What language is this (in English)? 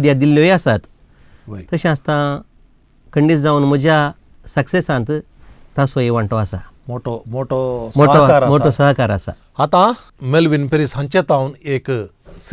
Konkani